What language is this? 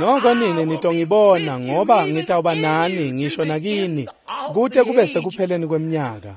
Swati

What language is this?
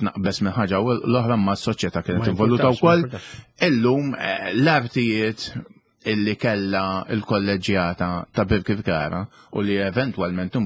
Maltese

